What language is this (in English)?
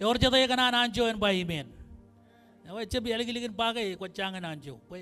Marshallese